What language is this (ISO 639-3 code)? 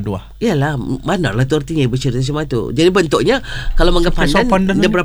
msa